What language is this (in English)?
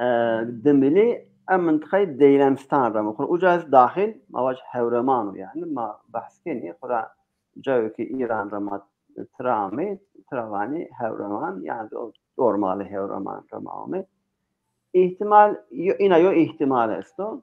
Zaza